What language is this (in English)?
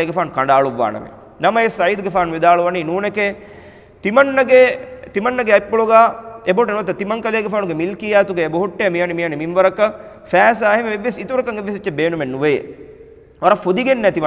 Divehi